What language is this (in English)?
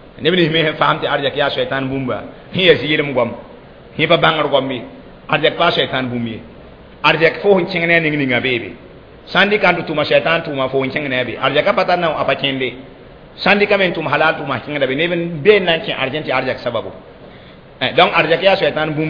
Mossi